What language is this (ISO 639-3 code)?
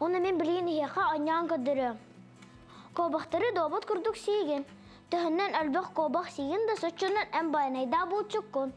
sah